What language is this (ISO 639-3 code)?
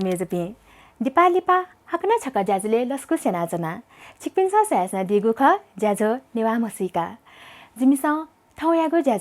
new